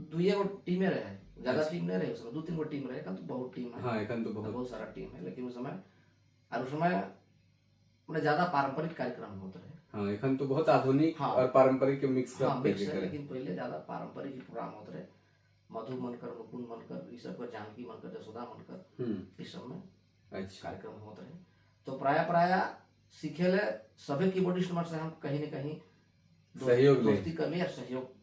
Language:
Sadri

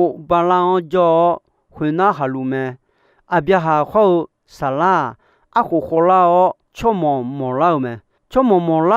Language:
Akha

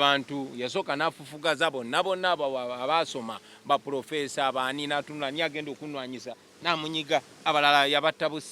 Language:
Ganda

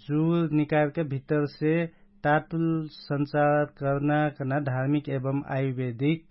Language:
Dangaura Tharu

